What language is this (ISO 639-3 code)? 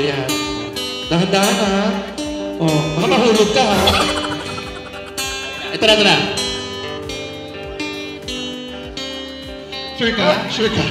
fil